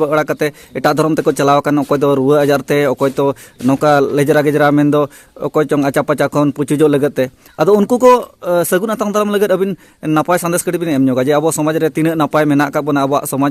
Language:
Santali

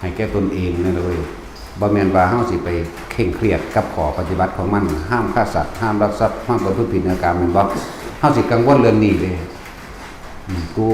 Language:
Lao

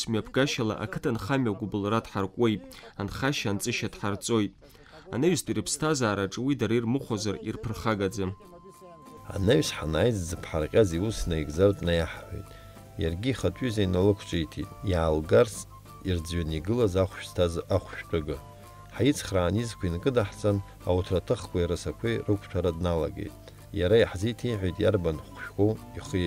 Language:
Abkhazian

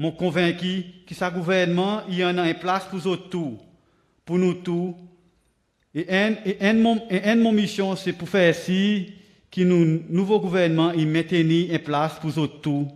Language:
Seselwa Creole French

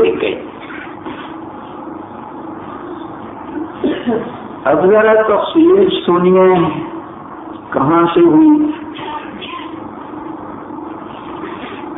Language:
Urdu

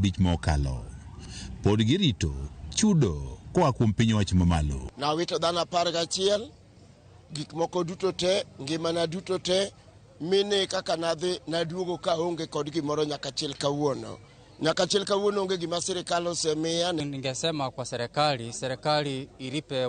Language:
Luo (Kenya and Tanzania)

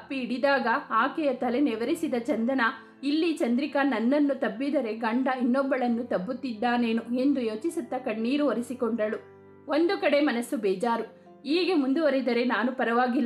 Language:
Kannada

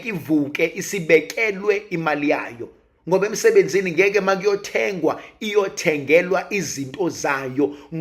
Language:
Zulu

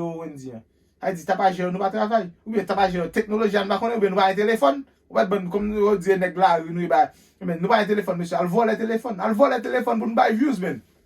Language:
Haitian Creole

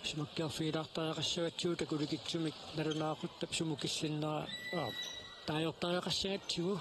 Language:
Kalaallisut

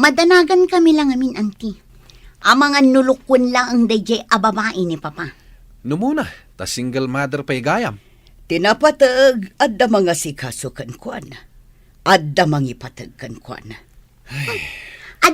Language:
Iloko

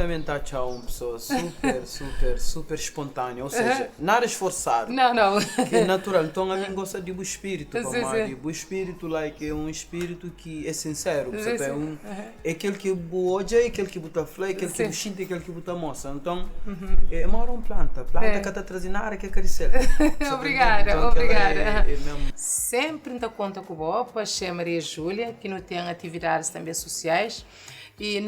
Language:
Kabuverdianu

